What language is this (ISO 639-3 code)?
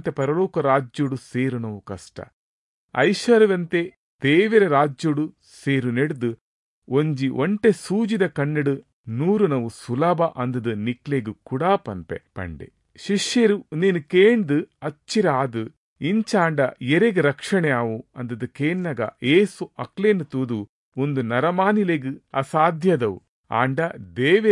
tcy